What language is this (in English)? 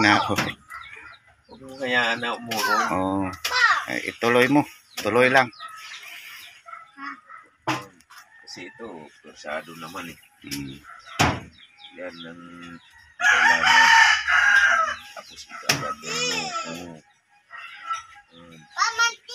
Filipino